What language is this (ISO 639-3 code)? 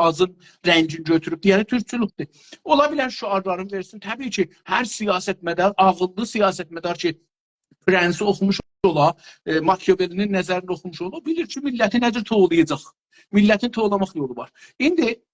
azb